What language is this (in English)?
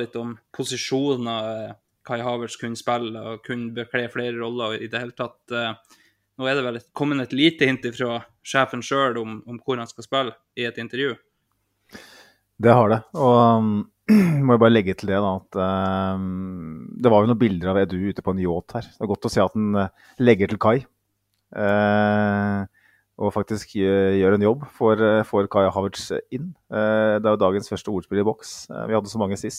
Norwegian